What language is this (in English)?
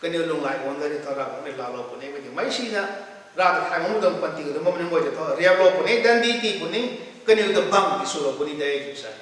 Rongmei Naga